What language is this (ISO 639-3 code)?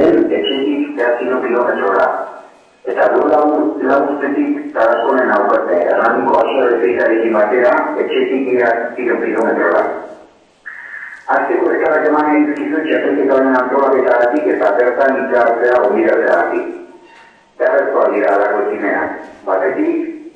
eus